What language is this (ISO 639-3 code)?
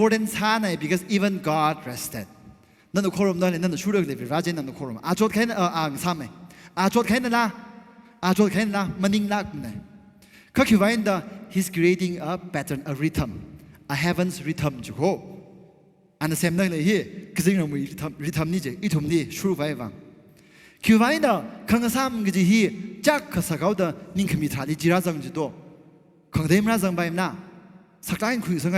nmf